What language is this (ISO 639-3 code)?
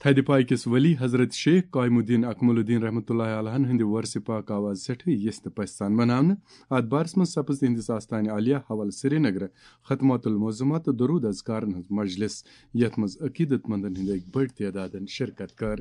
kas